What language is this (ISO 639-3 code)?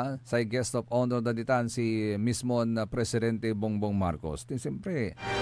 pag